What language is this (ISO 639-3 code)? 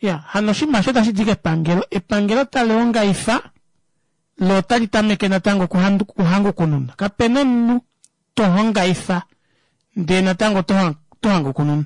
kua